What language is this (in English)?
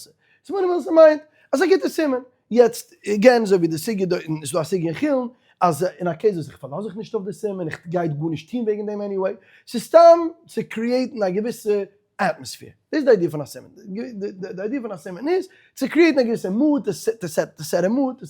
Yiddish